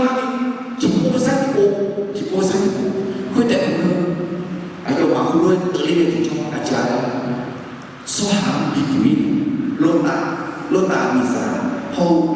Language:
Akha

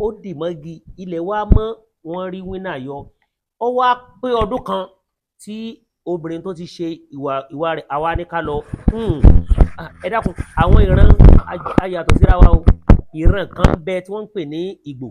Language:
Yoruba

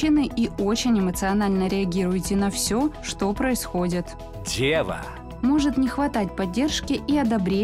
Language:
Russian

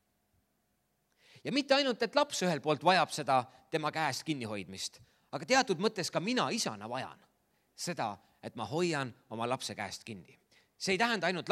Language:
Estonian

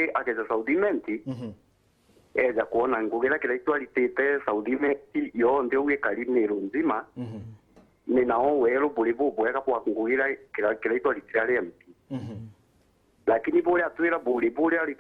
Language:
Meru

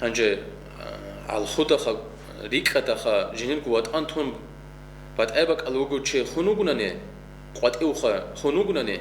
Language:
Avaric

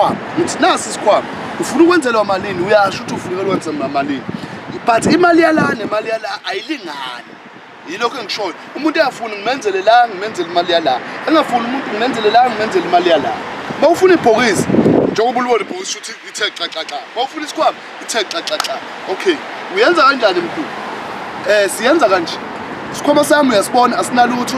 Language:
Zulu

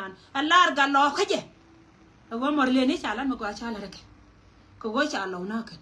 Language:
Nuer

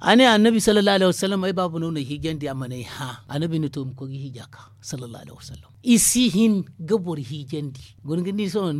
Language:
Zarma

